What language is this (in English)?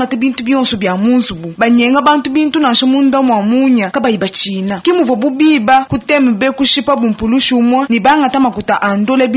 Luba-Lulua